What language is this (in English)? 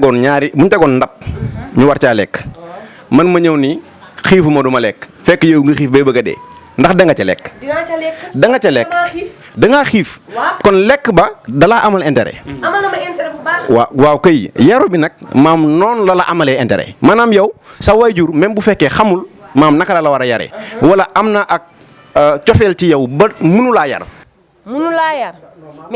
Wolof